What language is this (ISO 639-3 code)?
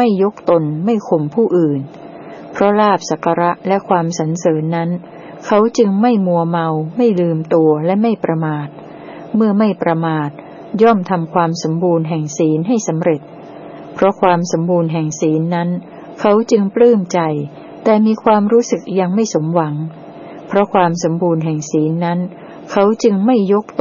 tha